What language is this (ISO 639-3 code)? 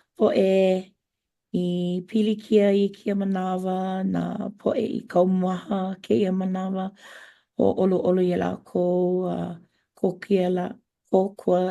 haw